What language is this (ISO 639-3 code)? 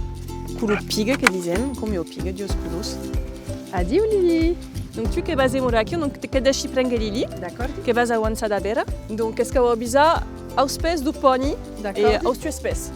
oci